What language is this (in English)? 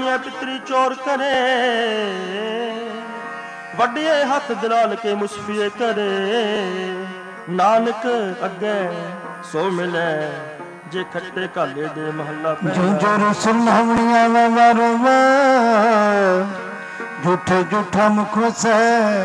Punjabi